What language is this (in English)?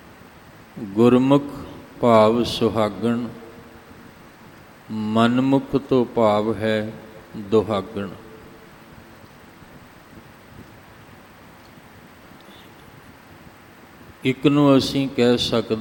Punjabi